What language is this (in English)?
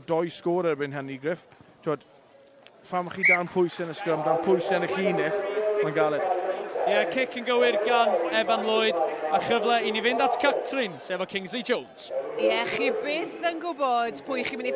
Welsh